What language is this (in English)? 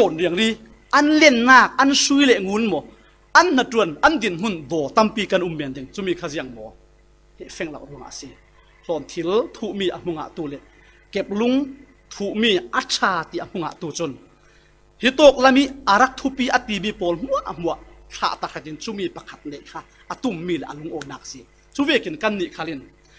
Falam Chin